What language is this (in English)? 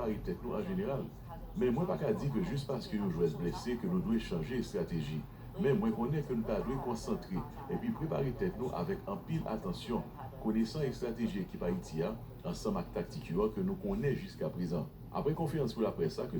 Haitian Creole